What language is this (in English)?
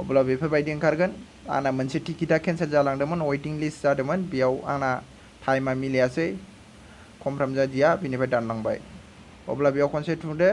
Bodo